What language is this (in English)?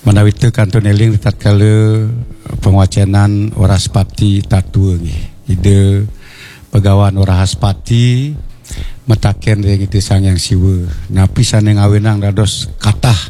Balinese